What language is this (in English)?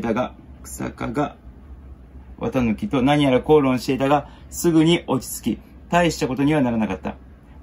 Japanese